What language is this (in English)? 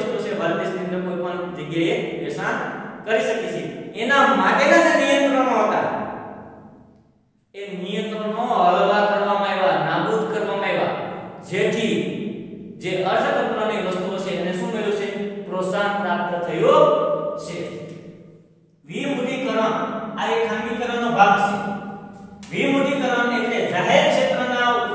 Gujarati